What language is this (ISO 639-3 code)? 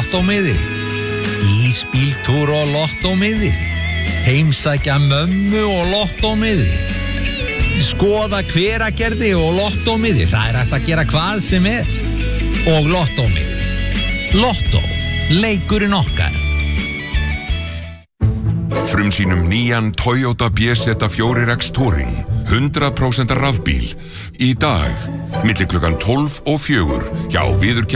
isl